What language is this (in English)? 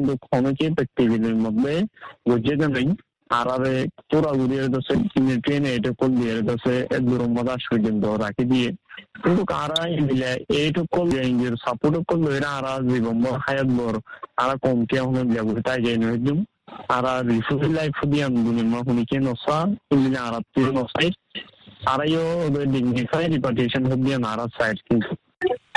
Bangla